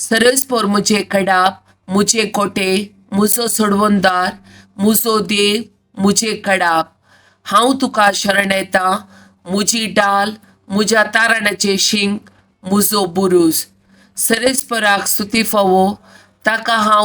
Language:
Konkani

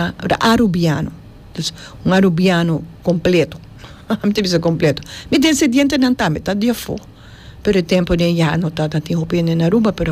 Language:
Papiamento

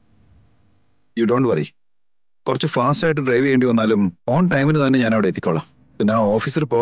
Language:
Malayalam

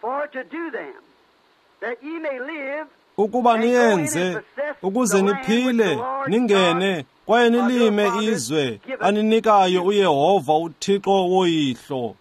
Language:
Xhosa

